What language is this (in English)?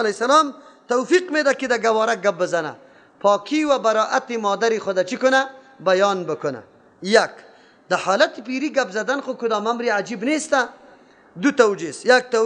Persian